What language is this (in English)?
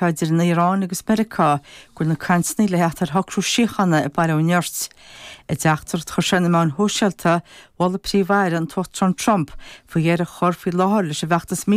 Irish